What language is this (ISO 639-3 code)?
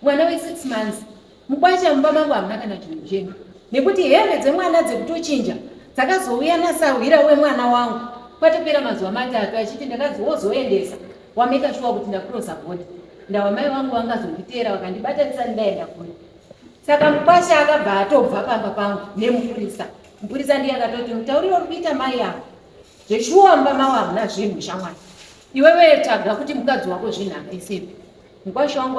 sna